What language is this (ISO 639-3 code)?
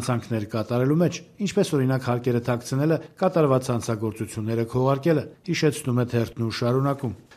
hye